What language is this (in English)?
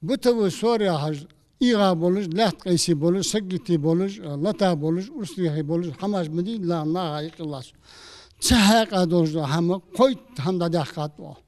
Ingush